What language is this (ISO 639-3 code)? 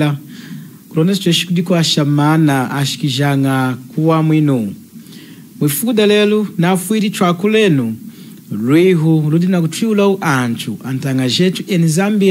lun